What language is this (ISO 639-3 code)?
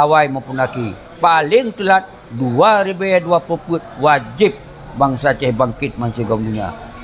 ace